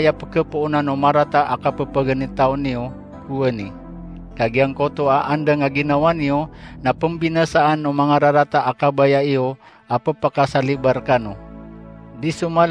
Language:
Maranao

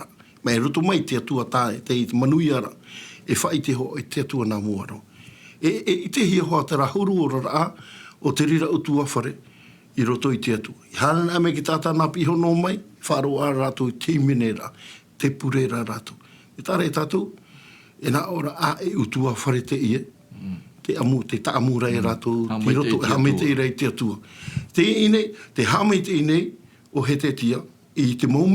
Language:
Tahitian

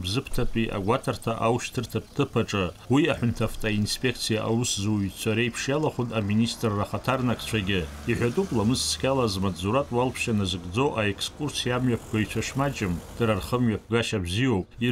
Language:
Abkhazian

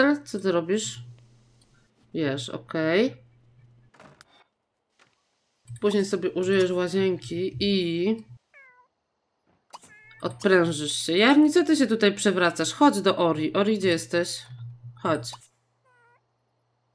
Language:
Polish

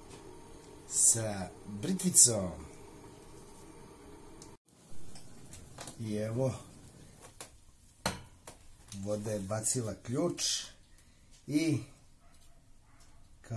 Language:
Serbian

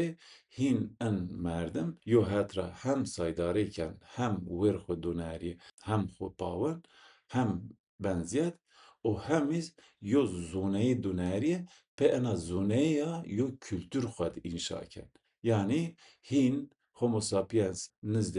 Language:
Zaza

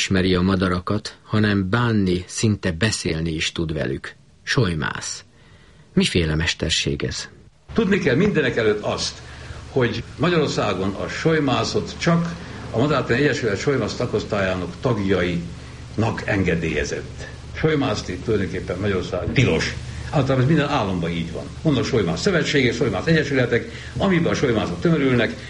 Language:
Hungarian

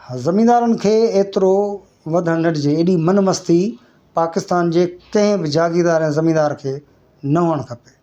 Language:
Sindhi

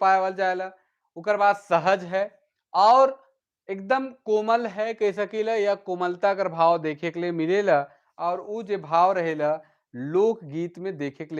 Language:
Sadri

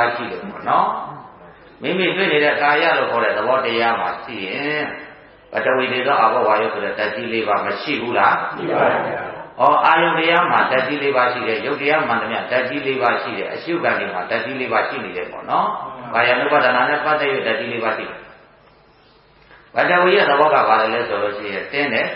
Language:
Burmese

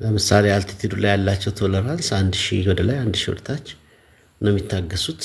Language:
Amharic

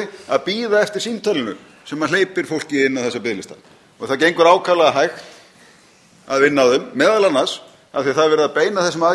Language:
Icelandic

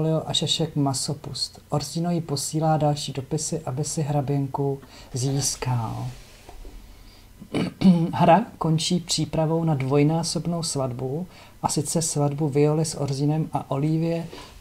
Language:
Czech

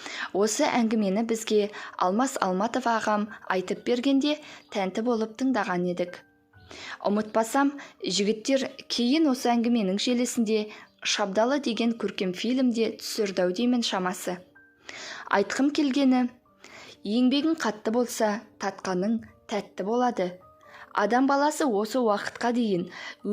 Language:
Kazakh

